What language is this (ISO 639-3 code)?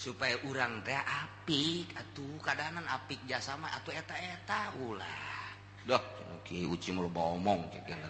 sun